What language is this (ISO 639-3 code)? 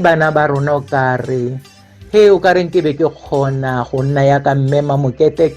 tsn